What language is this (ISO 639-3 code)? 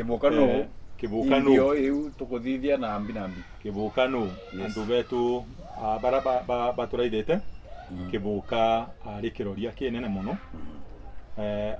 mer